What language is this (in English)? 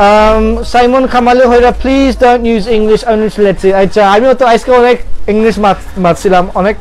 Sylheti